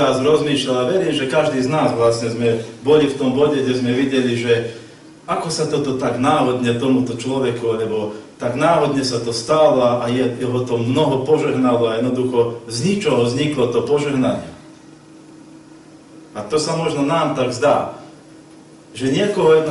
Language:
Slovak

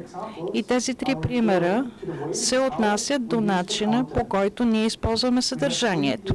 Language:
Bulgarian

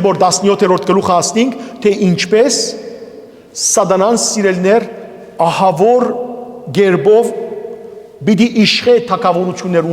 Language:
Western Armenian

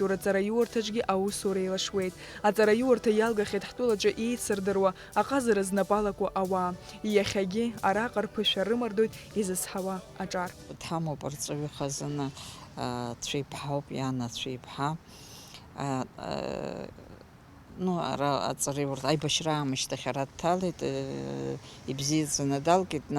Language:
Abkhazian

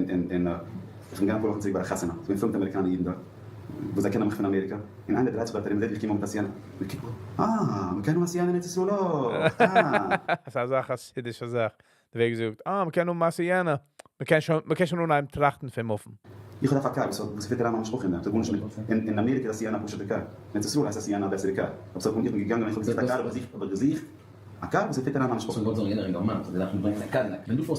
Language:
Yiddish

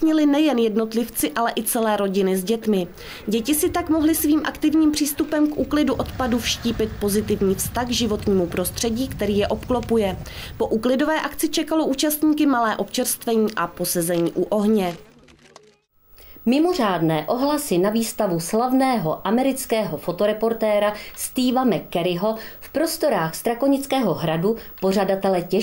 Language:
Czech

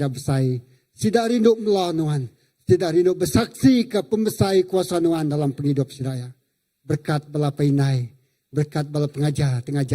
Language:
Iban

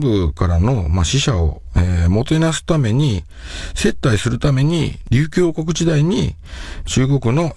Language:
Japanese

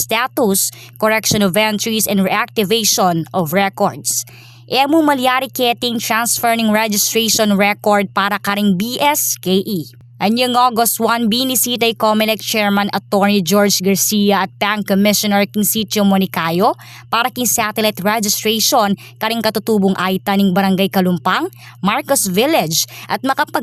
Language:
Pampanga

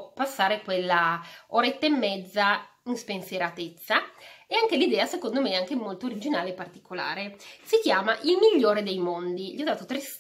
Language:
Italian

